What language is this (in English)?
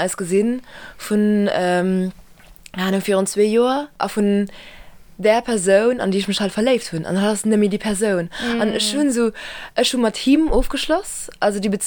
Luxembourgish